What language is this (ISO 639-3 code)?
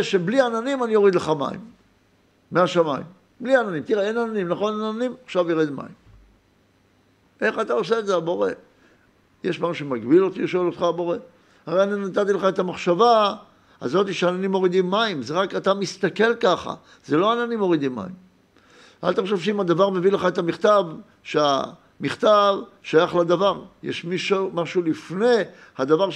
heb